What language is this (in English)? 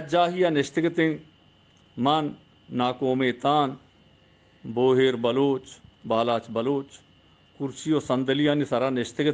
Baluchi